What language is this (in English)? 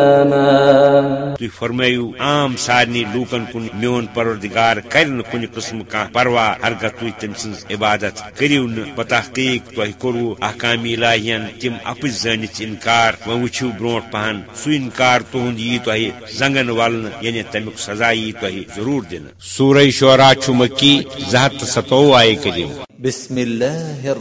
Kashmiri